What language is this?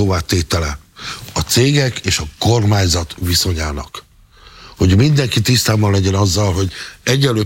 Hungarian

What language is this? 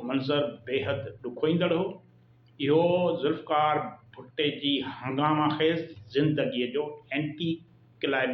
Sindhi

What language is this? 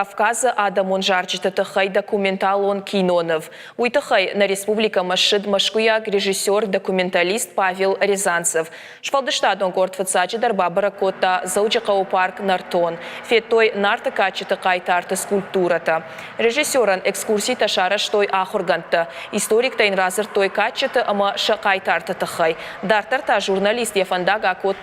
Ossetic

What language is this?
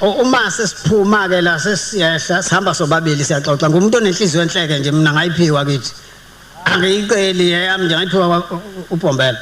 Zulu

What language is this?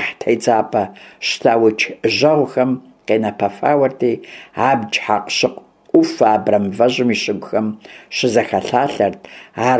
Kabardian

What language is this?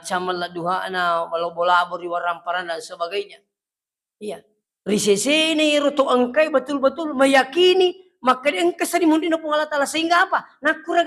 Buginese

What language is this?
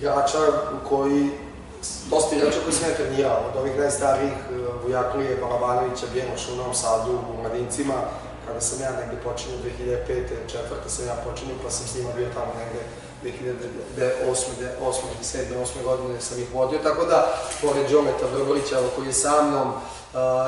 Serbian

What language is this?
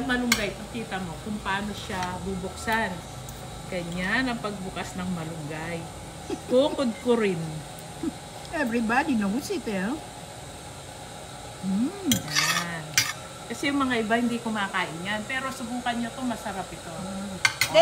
Filipino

